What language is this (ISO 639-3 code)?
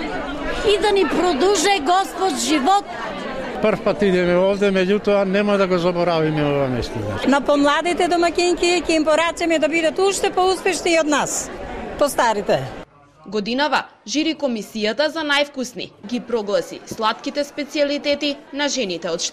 mkd